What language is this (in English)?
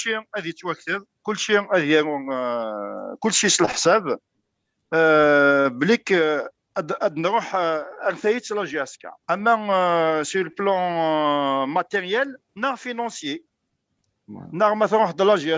Kabyle